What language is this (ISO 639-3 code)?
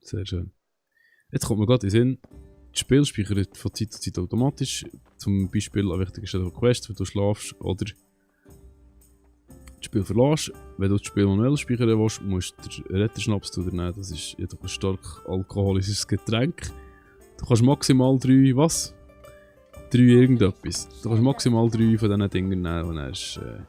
gsw